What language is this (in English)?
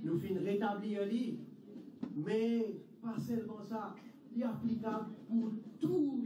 Morisyen